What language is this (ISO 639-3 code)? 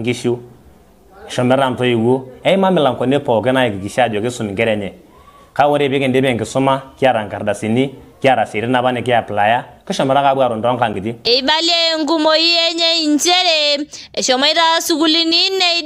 mas